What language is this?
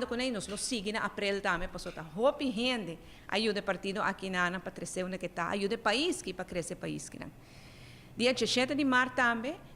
Papiamento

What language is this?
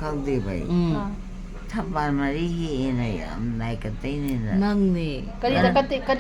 Manipuri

